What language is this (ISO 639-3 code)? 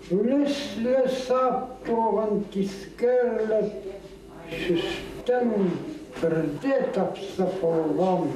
kjh